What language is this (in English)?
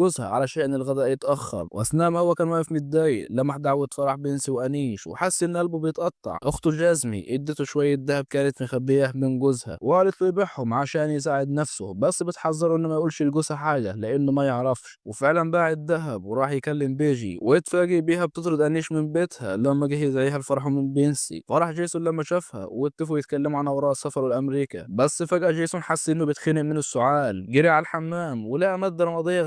Egyptian Arabic